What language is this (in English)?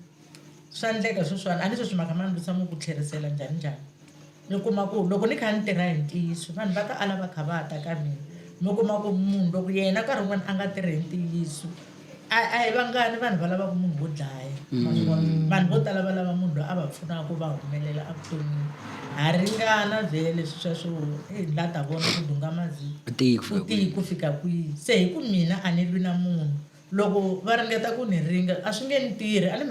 Tsonga